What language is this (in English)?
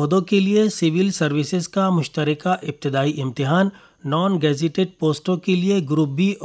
Urdu